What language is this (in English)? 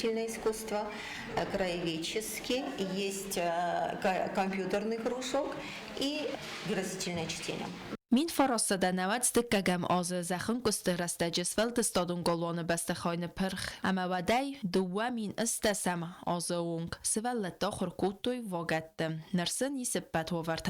Ossetic